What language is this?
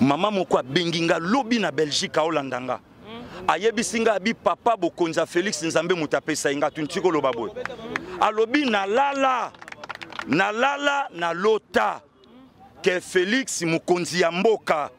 Lingala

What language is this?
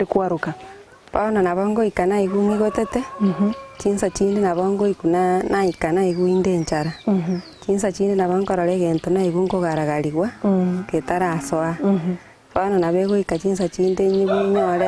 Gusii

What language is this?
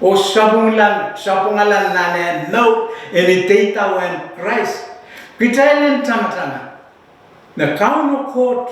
Pohnpeian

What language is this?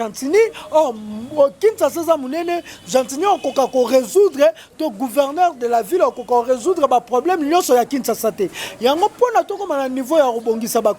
Lingala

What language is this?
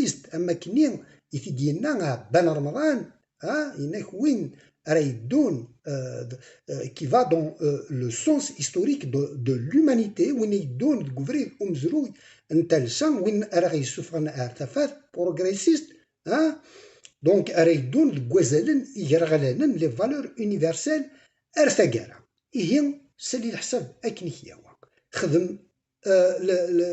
Kabyle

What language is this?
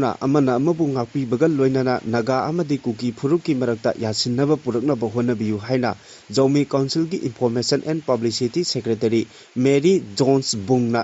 Manipuri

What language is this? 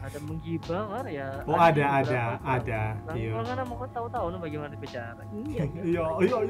Manado Malay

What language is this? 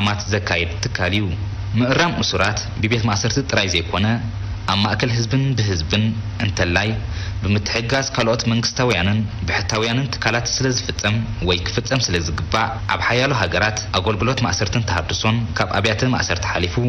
Tigrinya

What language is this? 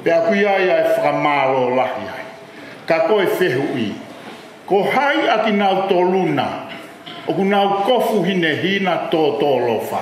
Tongan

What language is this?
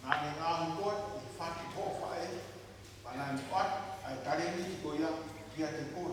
Tongan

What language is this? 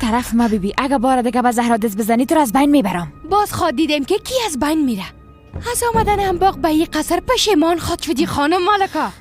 Persian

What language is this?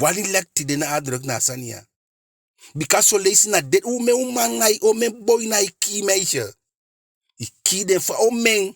Eastern Maroon Creole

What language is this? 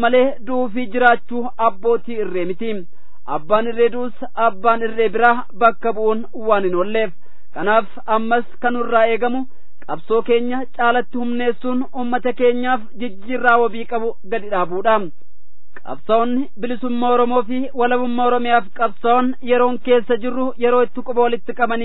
Oromo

